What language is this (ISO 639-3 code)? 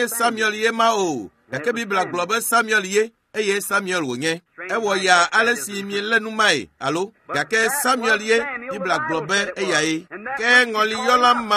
ewe